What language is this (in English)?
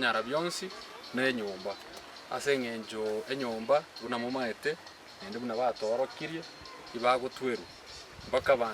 Gusii